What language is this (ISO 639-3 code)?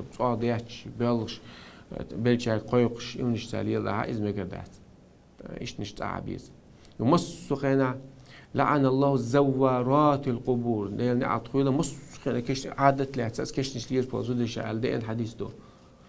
che